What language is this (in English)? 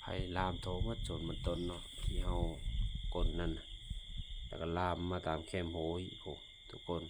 Lao